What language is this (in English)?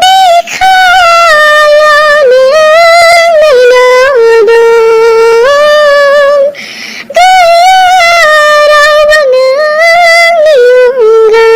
Bodo